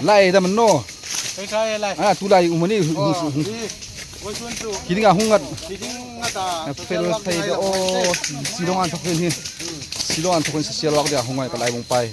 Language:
Hmar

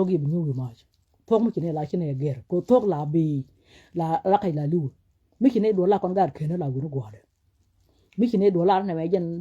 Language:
Nuer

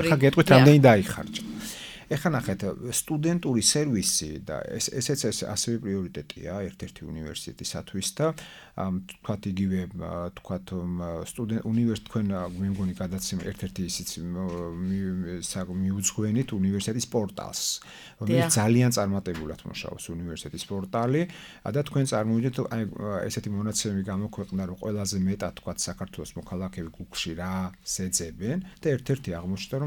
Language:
Georgian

